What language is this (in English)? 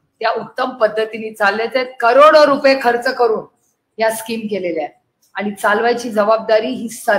Marathi